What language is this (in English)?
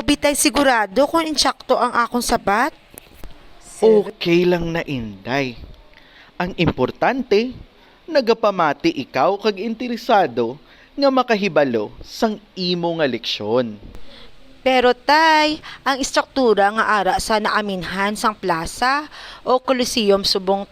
Hiligaynon